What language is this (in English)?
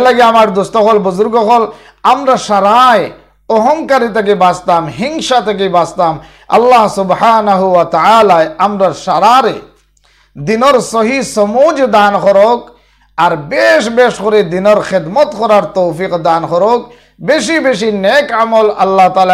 Sylheti